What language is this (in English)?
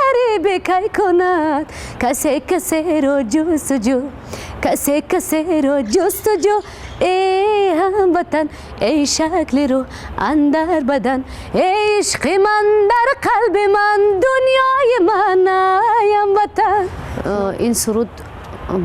Tajik